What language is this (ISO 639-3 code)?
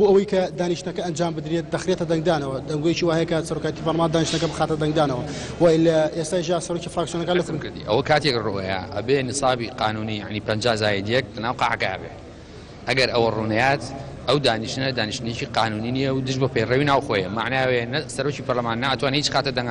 ckb